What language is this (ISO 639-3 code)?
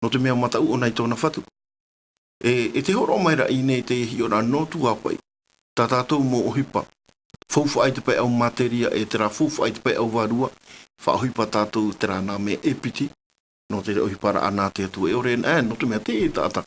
tah